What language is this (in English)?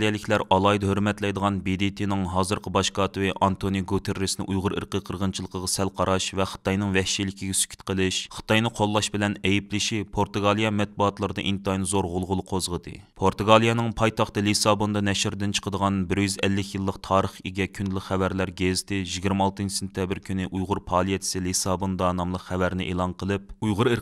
Uyghur